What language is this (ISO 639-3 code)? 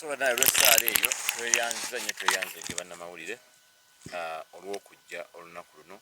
lug